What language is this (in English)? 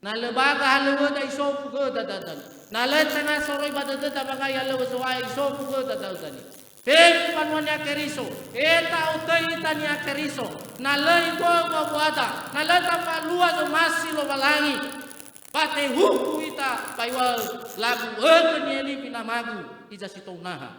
Nias